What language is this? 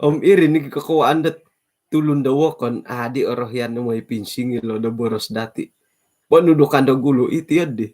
Central Dusun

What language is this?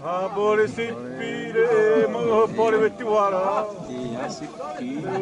Xavánte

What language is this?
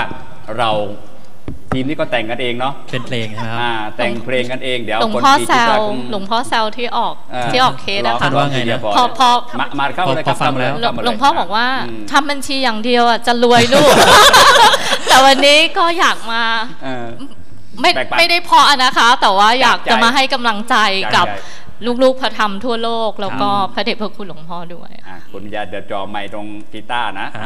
Thai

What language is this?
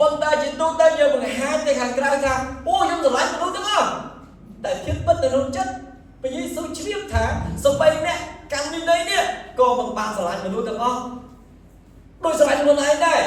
Khmer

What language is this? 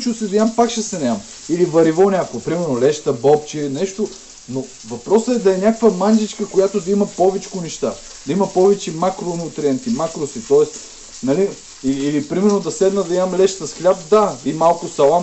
Bulgarian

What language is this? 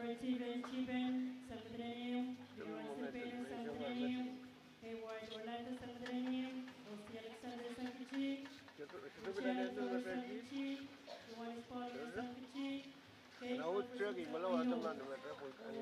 Pohnpeian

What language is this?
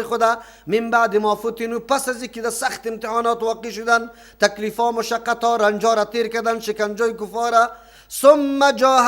Persian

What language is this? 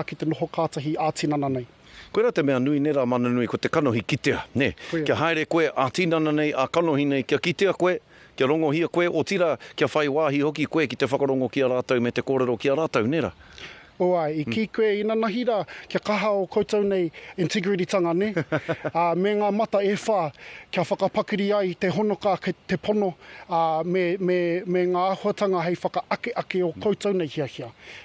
Māori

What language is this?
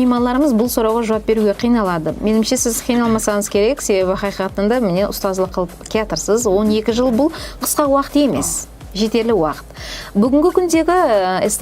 Kara-Kalpak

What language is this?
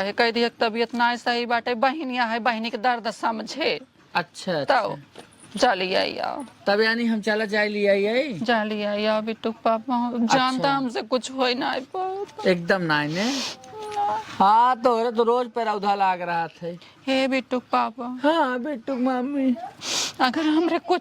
Awadhi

